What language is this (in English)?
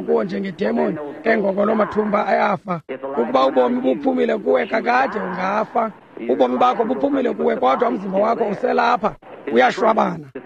Xhosa